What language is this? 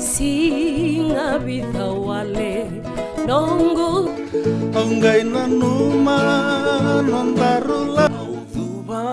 Fijian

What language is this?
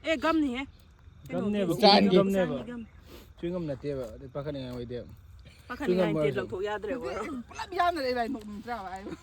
Manipuri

